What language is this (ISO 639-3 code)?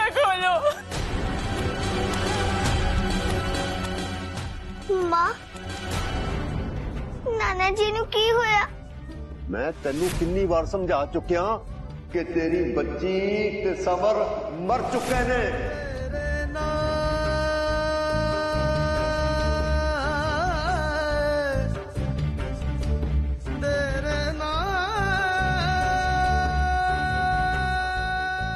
pan